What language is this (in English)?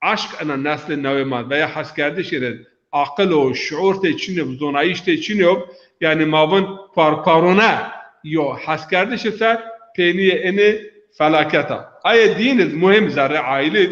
Zaza